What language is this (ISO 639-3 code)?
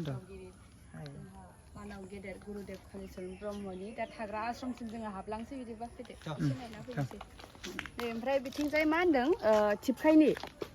brx